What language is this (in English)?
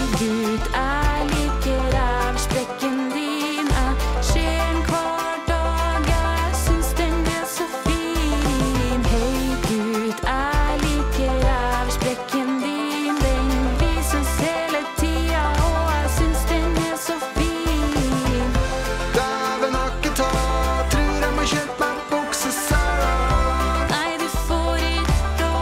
Norwegian